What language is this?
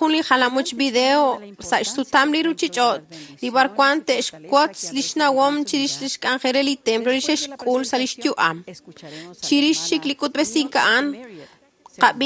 Kekchí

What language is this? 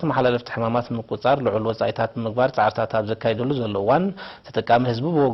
Tigrinya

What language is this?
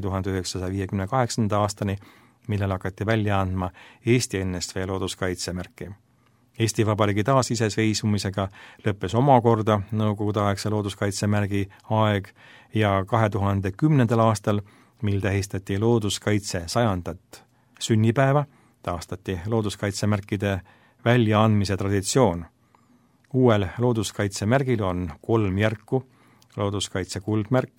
Estonian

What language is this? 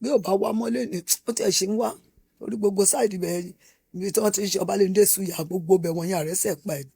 Yoruba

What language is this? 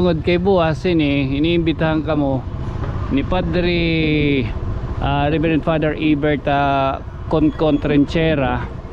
Waray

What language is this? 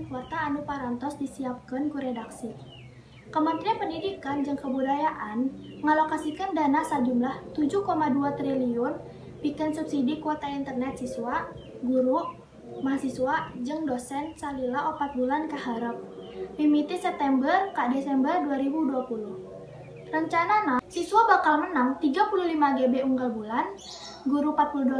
Sundanese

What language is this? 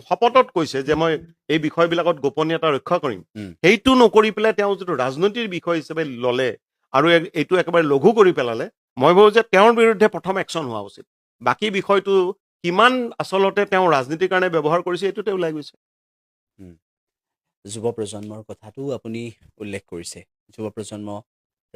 Assamese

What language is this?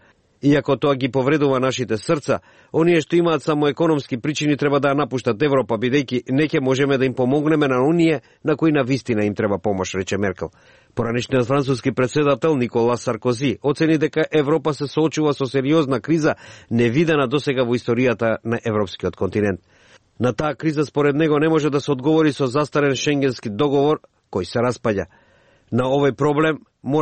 Macedonian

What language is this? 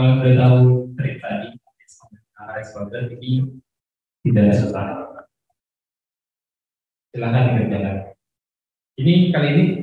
Indonesian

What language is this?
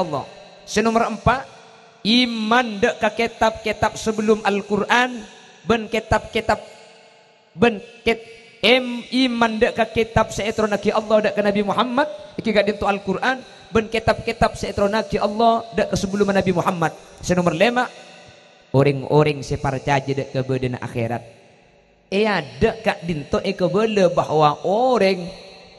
Madurese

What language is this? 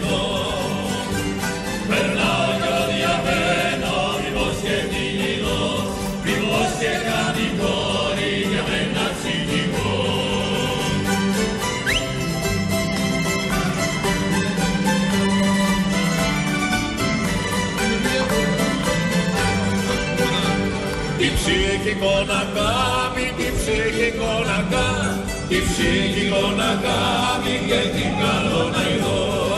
Greek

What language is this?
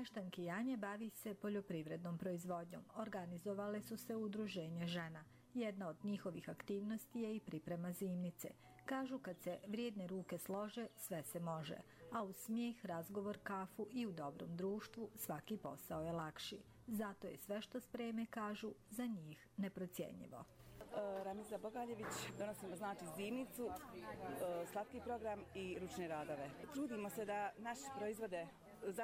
Bosnian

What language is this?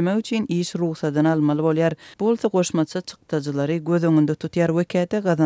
Turkmen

